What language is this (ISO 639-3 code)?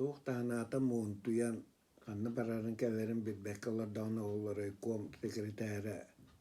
sah